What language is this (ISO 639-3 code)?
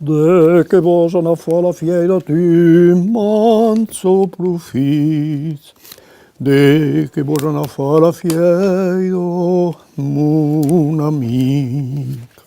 oci